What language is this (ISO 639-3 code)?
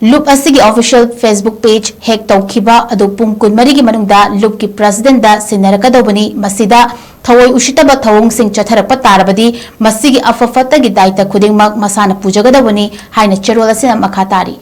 mni